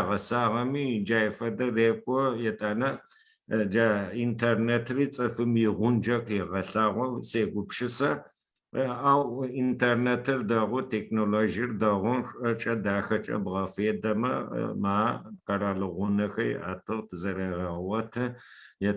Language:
Adyghe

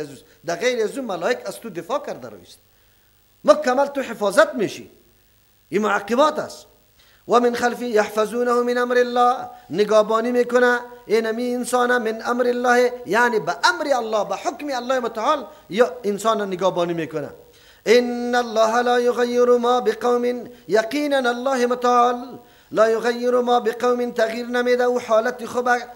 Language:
Persian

